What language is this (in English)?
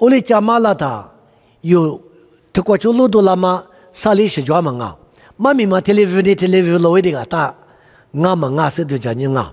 Lisu